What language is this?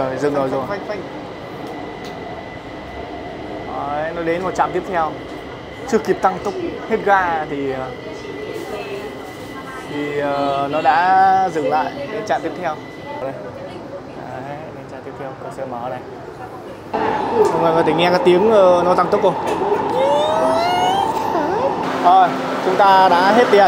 Vietnamese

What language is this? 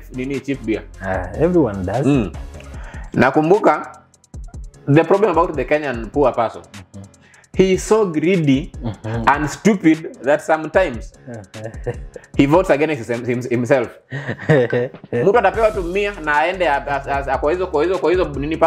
Swahili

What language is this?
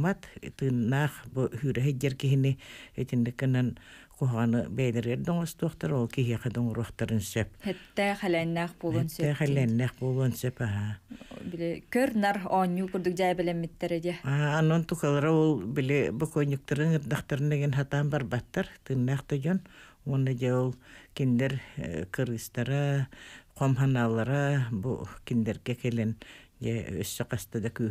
Yakut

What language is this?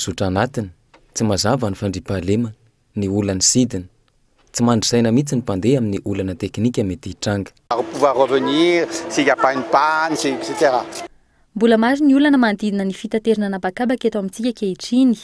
Malagasy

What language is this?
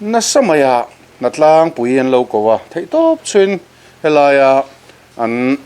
Mizo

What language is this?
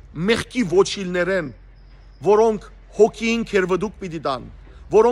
Western Armenian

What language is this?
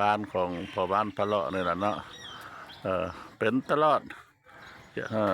Lao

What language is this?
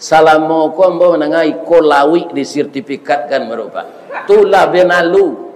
Minangkabau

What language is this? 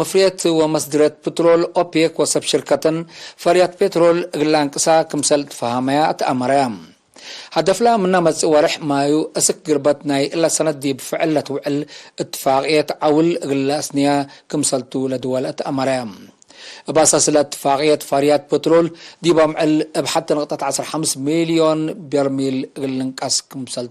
Tigre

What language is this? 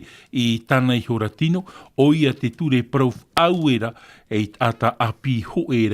Tahitian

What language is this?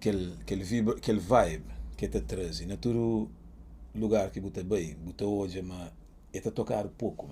Kabuverdianu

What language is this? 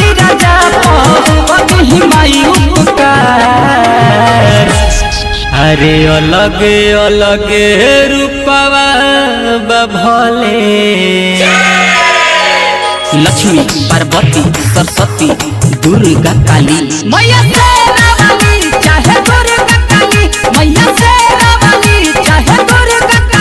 Bhojpuri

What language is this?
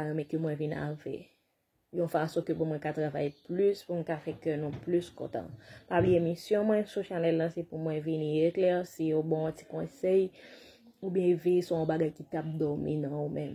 Haitian Creole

